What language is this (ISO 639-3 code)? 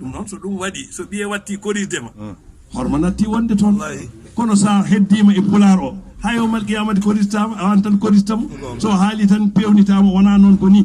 ful